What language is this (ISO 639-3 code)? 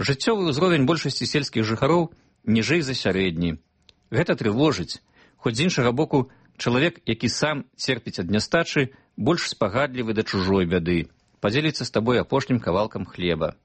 bel